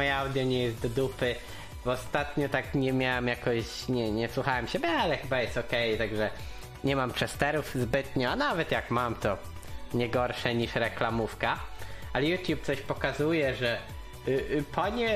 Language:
Polish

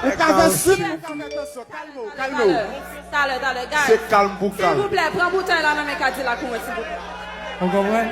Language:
Haitian Creole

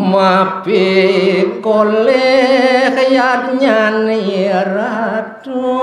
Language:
Balinese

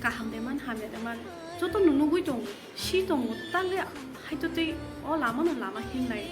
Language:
Kok Borok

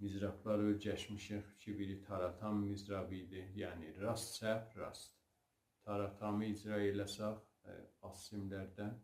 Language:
South Azerbaijani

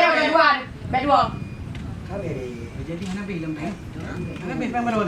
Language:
Achinese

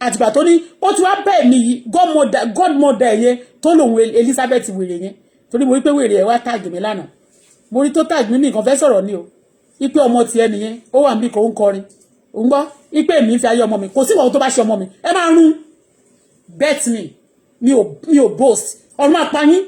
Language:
Yoruba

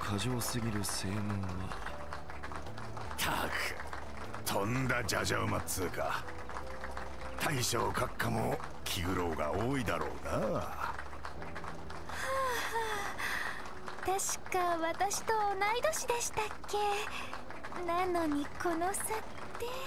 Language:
Japanese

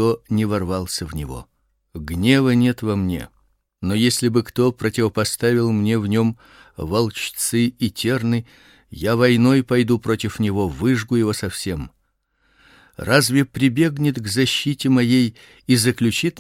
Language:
Russian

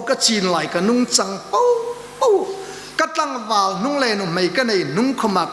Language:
Hmar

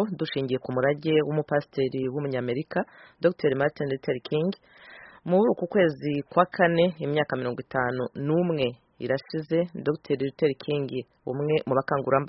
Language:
Kinyarwanda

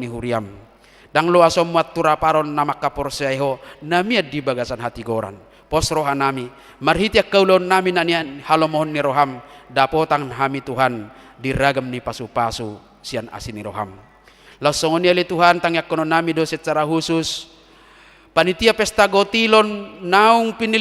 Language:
Batak Toba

